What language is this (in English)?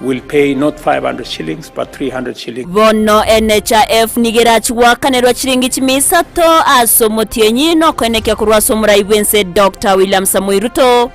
Gusii